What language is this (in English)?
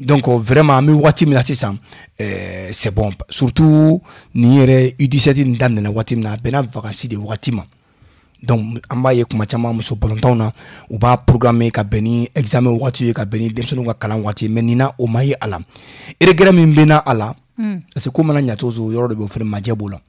Bambara